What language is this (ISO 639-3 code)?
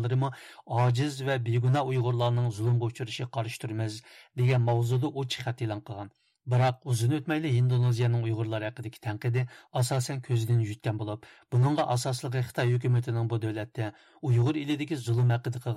uig